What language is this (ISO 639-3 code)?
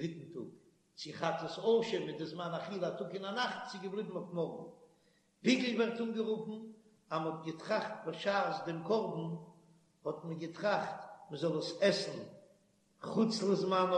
yid